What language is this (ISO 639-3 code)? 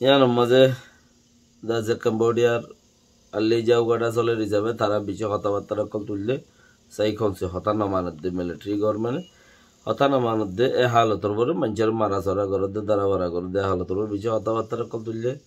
rhg